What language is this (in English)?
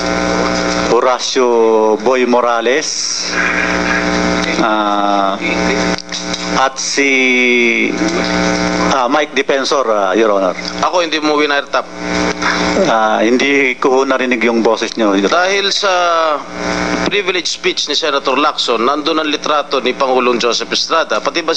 Filipino